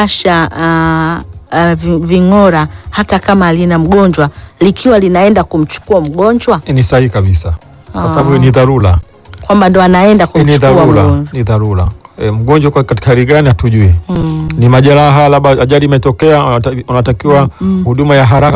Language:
Swahili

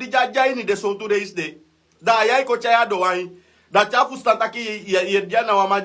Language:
Sranan Tongo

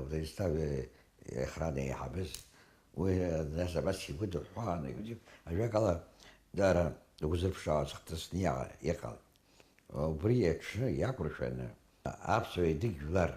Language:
Abkhazian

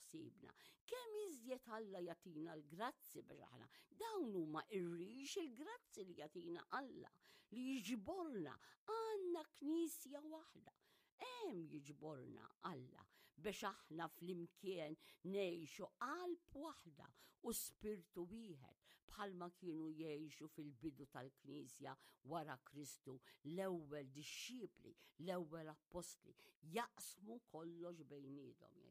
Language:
Maltese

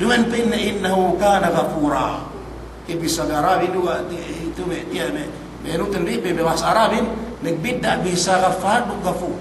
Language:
Yakan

